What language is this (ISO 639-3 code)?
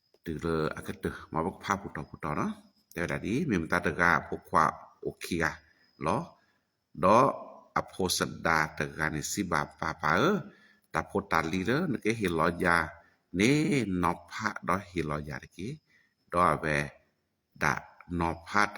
ksw